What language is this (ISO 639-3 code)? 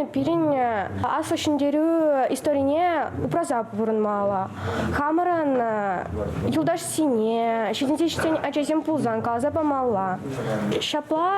chv